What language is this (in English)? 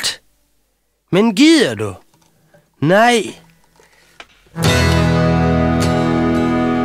Danish